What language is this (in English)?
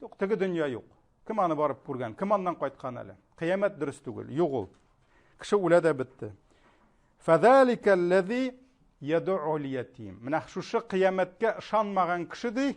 Tatar